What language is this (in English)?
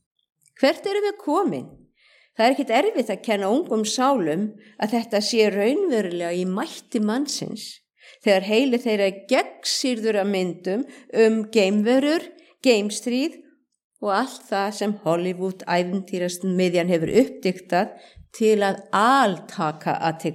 Icelandic